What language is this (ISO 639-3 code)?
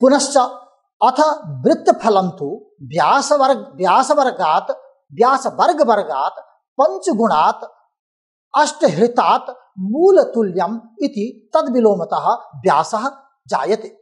san